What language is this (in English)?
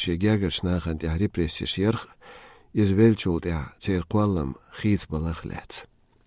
Chechen